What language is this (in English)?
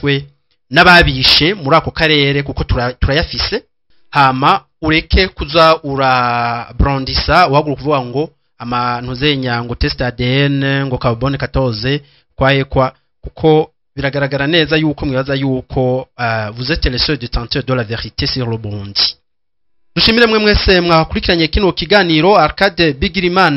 Rundi